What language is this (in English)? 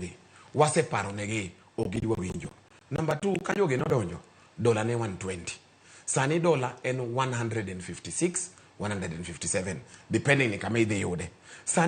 Luo (Kenya and Tanzania)